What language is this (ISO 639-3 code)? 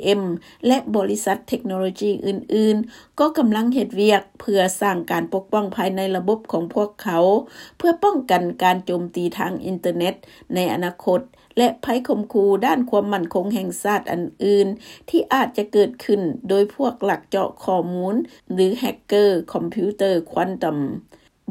lao